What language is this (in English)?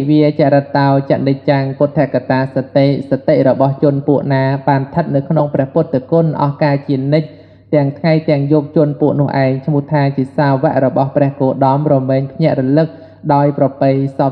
Khmer